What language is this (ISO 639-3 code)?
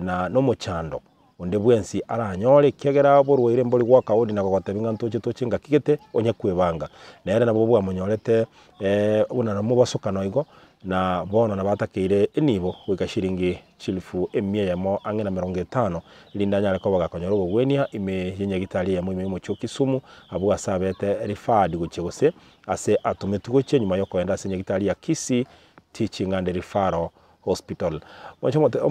guz